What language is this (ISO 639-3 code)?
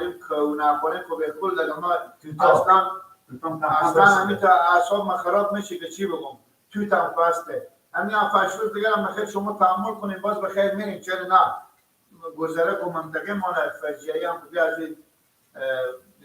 fas